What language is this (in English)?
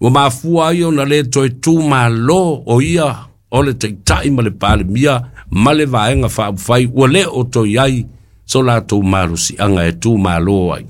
Samoan